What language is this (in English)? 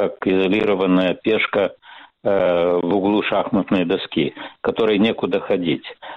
Russian